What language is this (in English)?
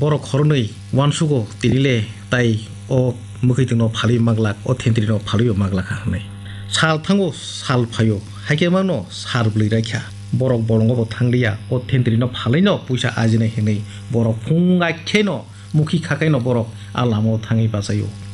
Kok Borok